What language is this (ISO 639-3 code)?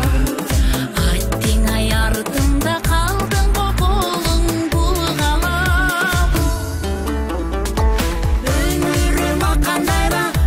kir